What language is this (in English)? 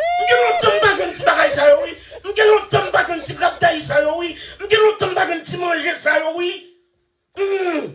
Haitian Creole